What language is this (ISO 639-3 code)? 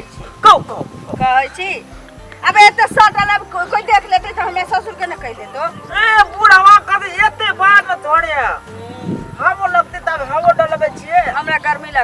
mai